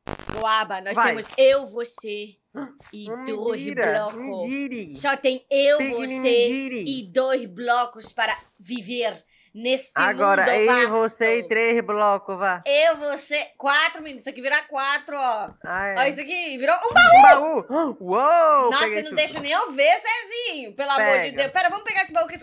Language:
Portuguese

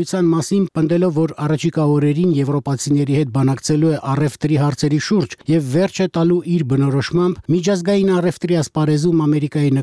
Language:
Armenian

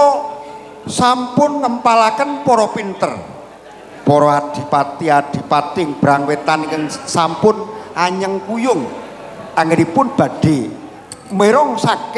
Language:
Javanese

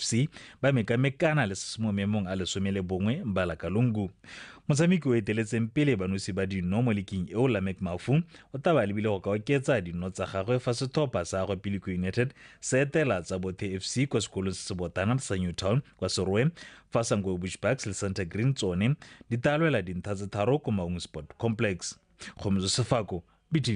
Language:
Tswana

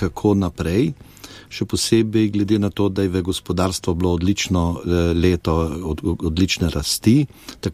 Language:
Slovenian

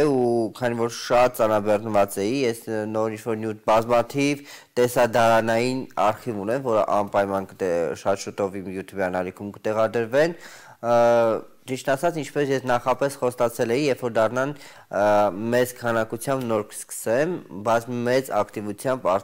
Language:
Armenian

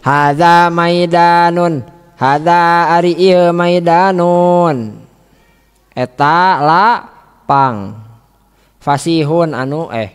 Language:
Sundanese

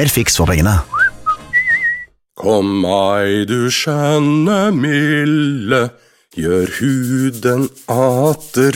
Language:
Norwegian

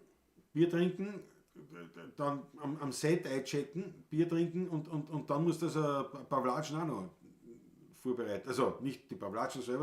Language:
Bavarian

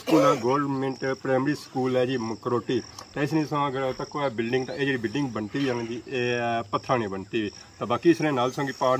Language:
Pahari-Potwari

